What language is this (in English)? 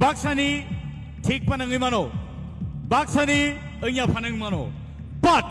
Kok Borok